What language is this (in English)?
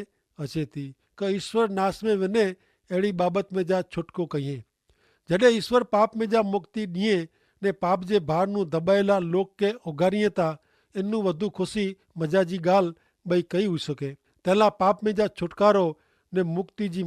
Kachhi